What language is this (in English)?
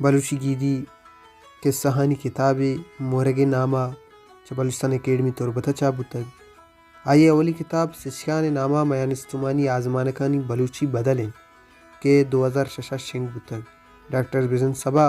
Baluchi